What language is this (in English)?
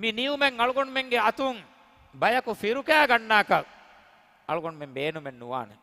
Divehi